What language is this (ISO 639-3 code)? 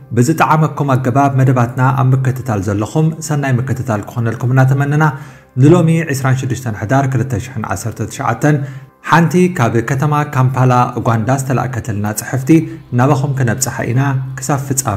tir